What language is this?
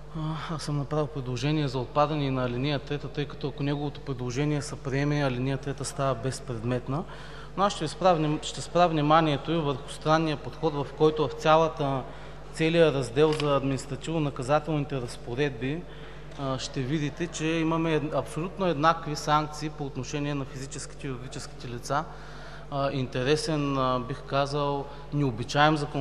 Bulgarian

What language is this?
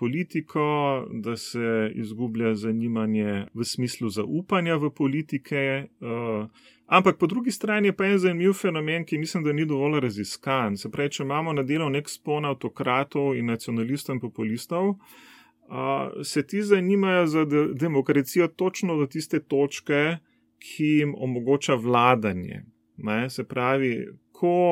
Slovenian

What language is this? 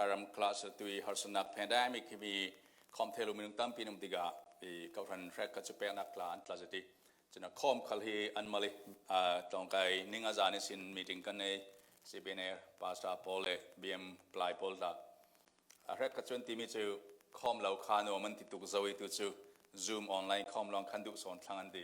Falam Chin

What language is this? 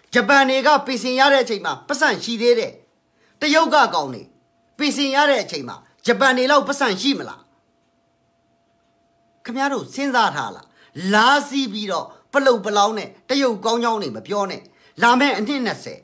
Burmese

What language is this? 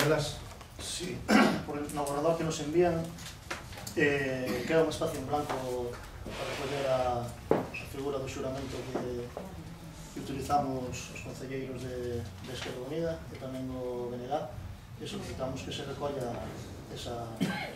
Galician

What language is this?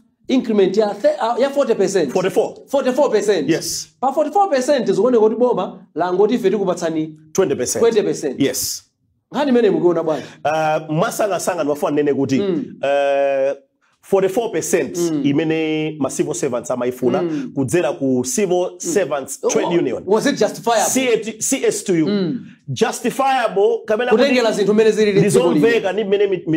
Nyanja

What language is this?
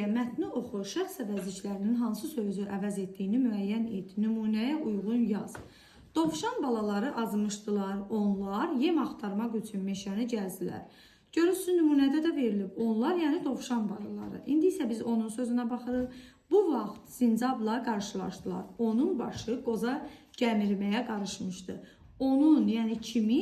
Azerbaijani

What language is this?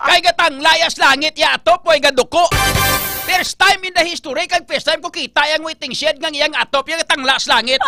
Hiligaynon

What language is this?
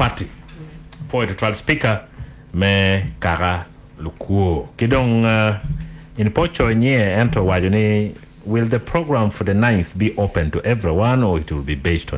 Acoli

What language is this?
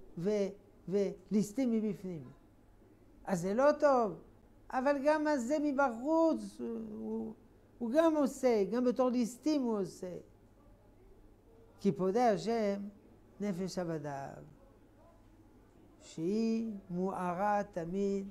Hebrew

